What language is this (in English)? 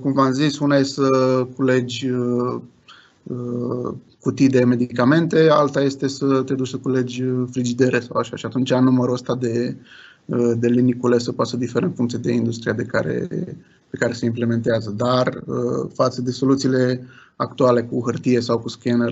Romanian